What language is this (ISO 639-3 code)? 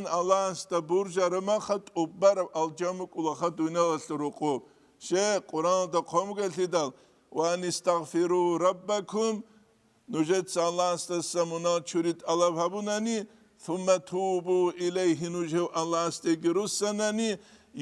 ava